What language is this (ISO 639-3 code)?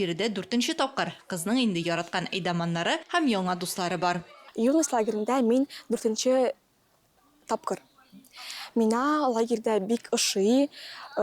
tat